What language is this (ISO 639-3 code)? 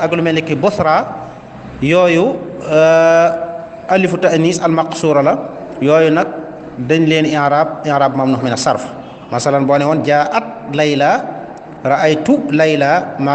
wol